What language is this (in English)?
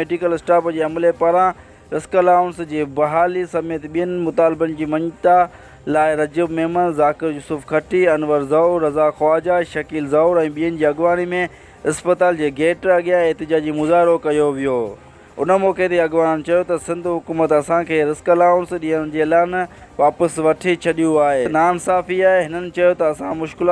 Sindhi